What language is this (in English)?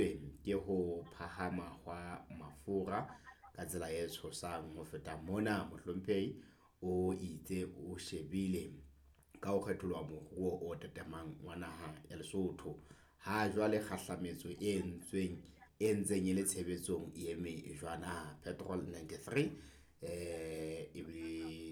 Southern Sotho